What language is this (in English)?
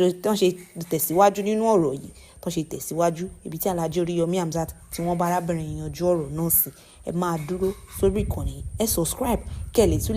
Yoruba